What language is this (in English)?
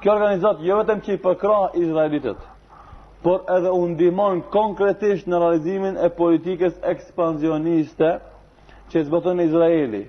Albanian